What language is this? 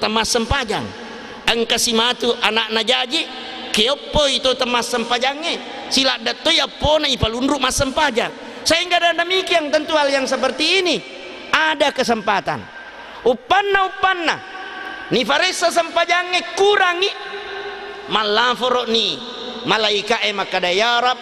Buginese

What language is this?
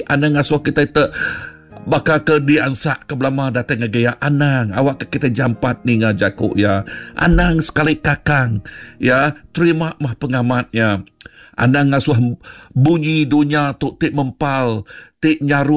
Iban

